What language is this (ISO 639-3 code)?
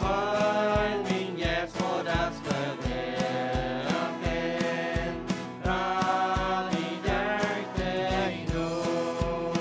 pdt